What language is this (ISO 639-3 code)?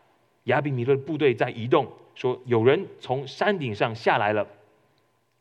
zho